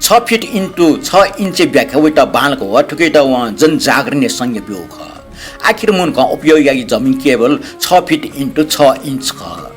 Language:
Newari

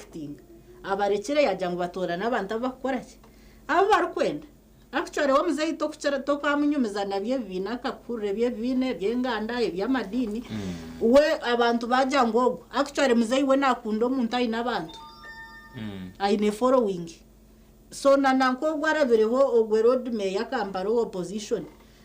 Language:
Nyankole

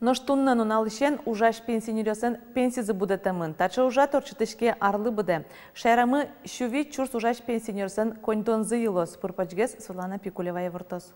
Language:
Udmurt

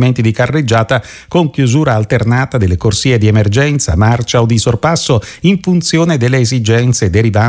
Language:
Italian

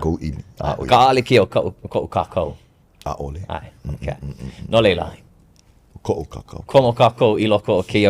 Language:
Hawaiian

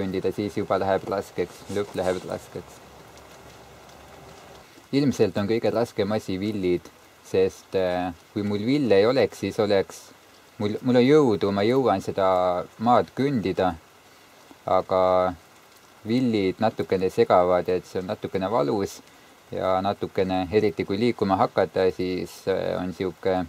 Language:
Estonian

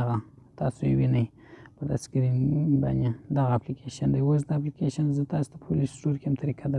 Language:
Pashto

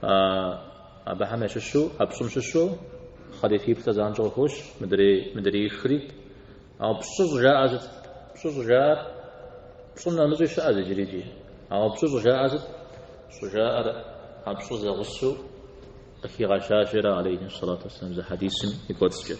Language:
Kabardian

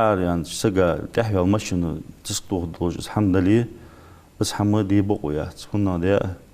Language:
Ingush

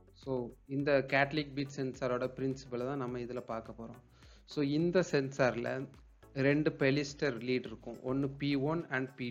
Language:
Tamil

